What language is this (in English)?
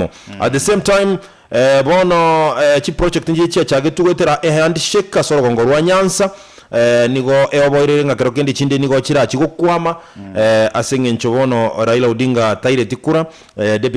Gusii